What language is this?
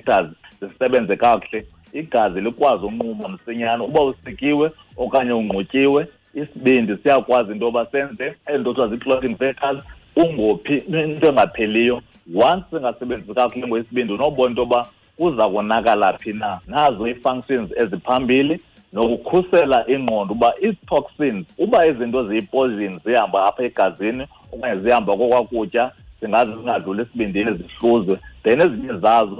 Xhosa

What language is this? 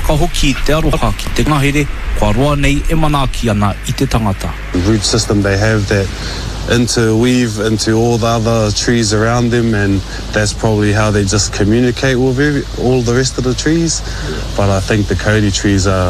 Māori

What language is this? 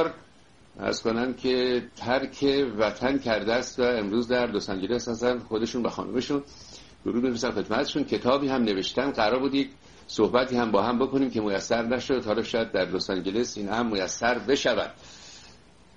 Persian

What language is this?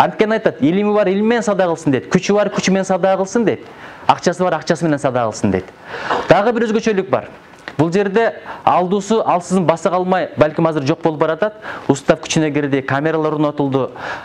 Kyrgyz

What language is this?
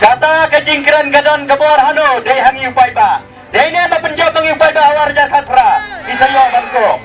Khasi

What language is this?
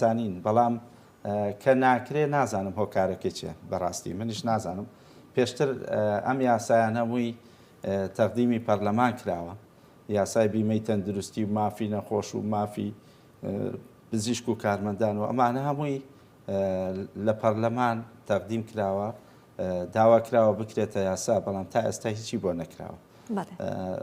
Central Kurdish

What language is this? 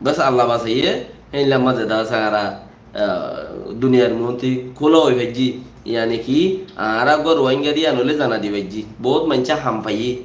Rohingya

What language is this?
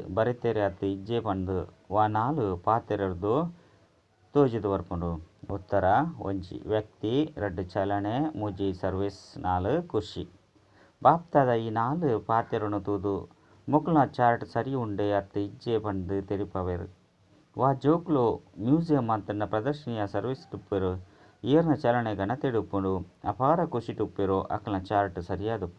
Tulu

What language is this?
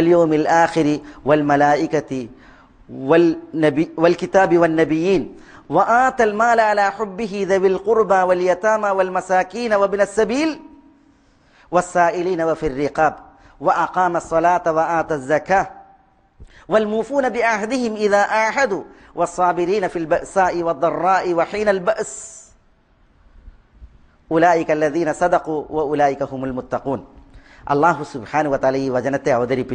Malayalam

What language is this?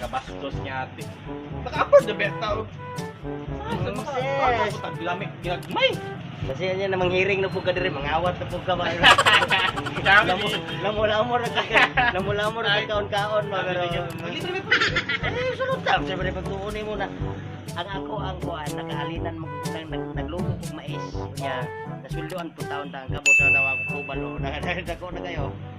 Cebuano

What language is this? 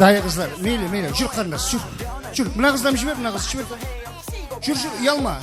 Kara-Kalpak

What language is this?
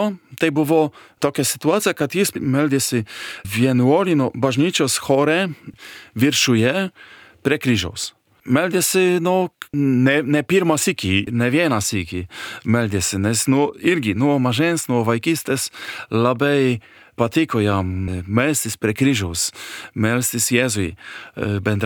Lithuanian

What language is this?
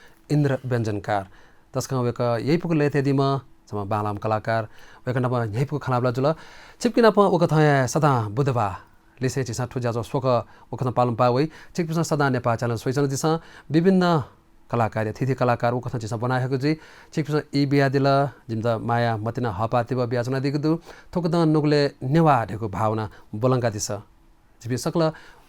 Newari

